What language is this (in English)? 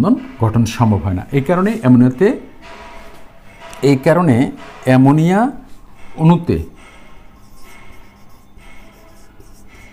Bangla